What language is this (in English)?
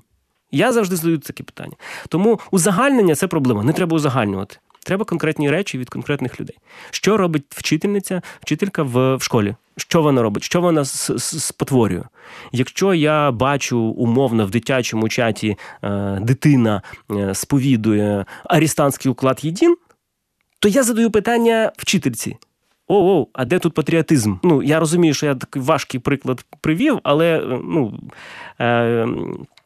Ukrainian